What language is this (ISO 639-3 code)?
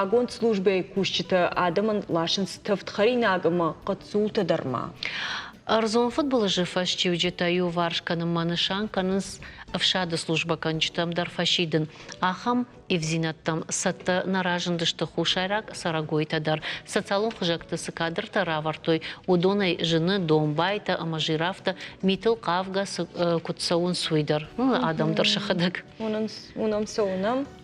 oss